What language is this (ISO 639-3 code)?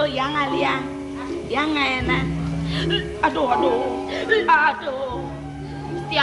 ban